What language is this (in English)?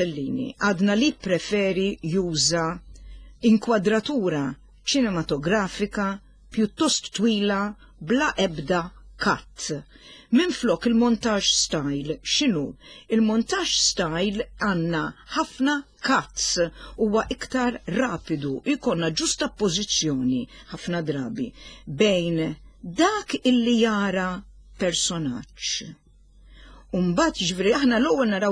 Maltese